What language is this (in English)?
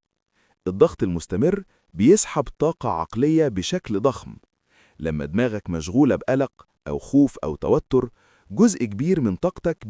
Egyptian Arabic